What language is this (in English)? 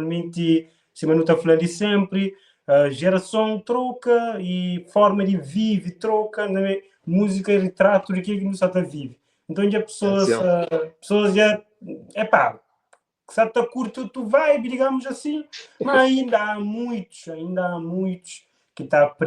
Kabuverdianu